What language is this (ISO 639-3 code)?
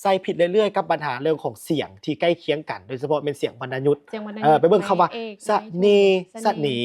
lao